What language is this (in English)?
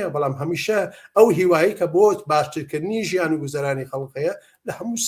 Central Kurdish